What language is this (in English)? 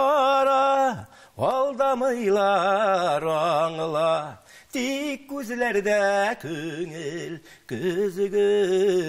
Tatar